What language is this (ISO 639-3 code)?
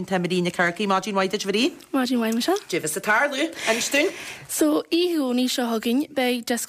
gle